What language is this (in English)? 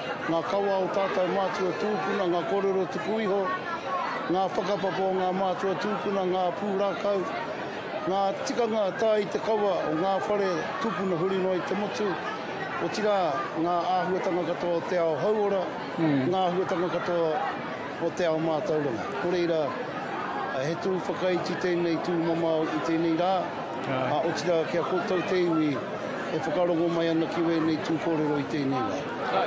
Māori